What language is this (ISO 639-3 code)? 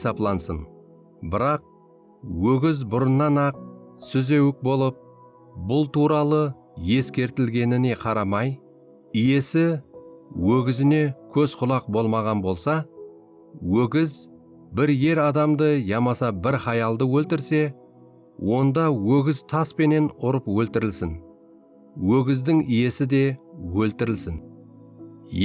kaa